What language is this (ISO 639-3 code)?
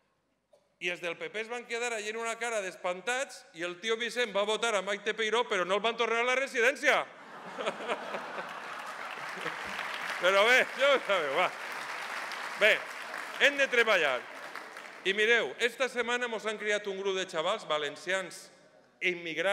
cat